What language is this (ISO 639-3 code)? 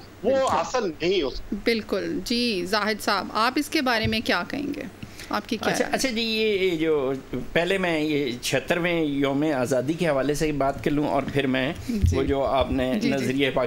urd